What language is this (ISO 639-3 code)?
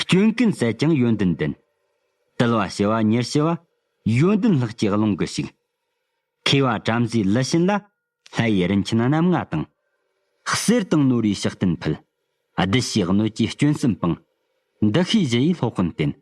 bod